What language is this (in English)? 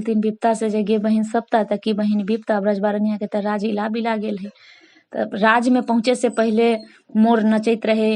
Maithili